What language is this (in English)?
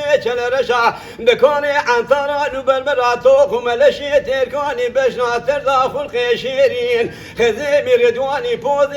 Kurdish